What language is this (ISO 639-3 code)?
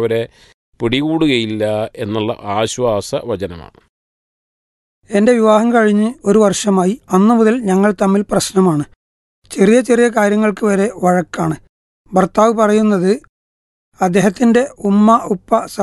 mal